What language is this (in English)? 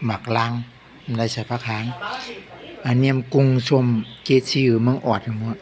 Shan